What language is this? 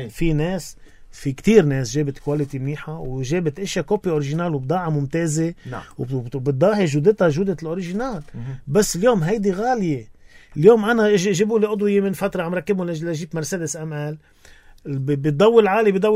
North Levantine Arabic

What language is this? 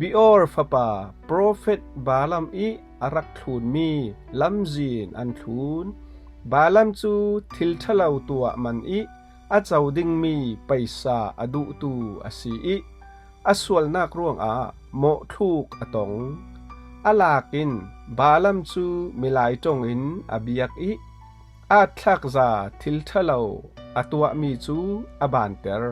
Falam Chin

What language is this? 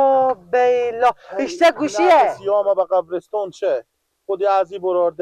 Persian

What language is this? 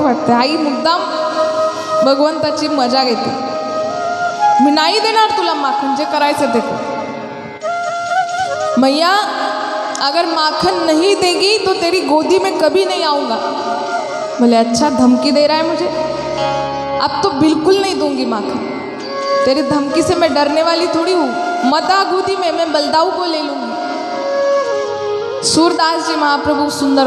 Marathi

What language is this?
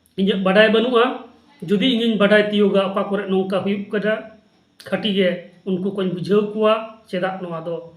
Santali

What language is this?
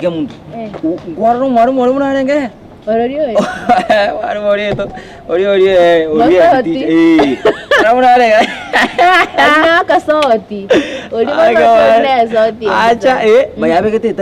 Gusii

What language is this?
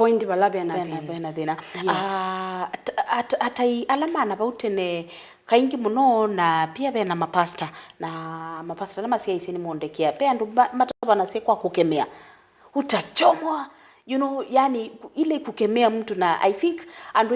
Kamba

